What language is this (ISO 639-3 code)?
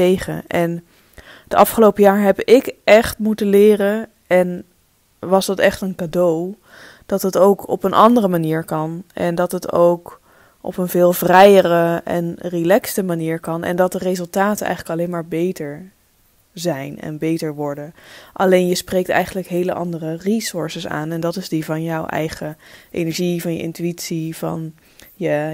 nld